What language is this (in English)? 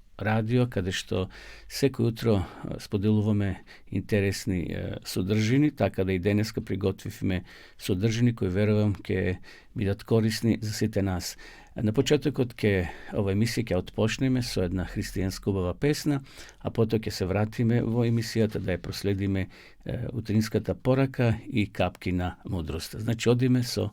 Macedonian